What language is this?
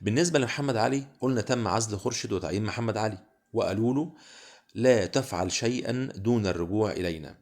Egyptian Arabic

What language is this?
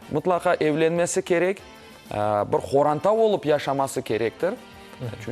Crimean Tatar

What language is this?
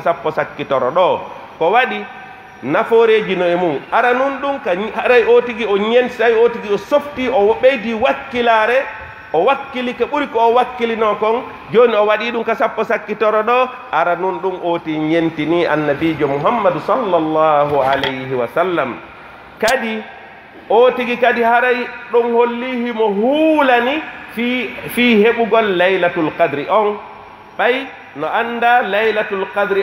Pular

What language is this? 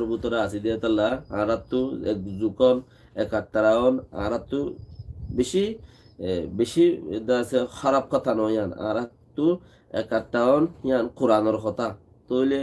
Rohingya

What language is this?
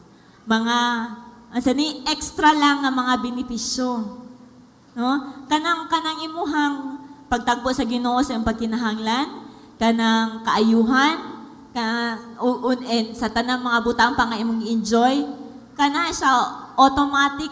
Cebuano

